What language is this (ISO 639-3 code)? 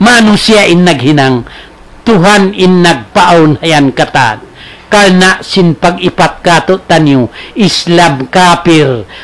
tsg